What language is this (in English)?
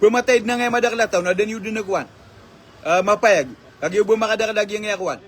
Maranao